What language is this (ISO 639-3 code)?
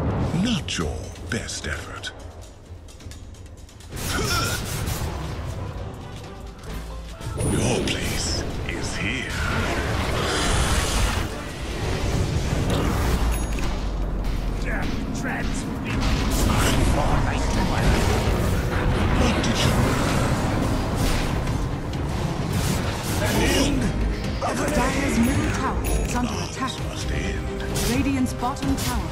eng